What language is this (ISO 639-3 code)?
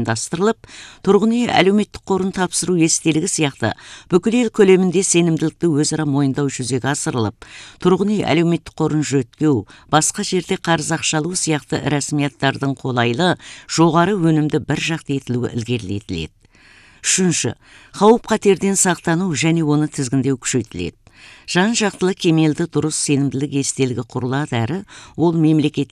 kaz